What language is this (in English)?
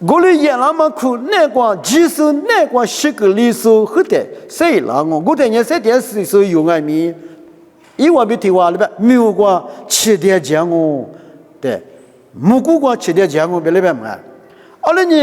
Lisu